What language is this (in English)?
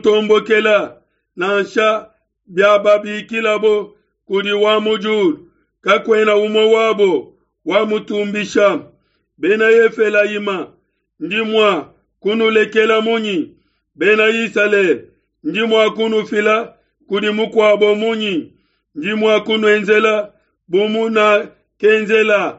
Luba-Lulua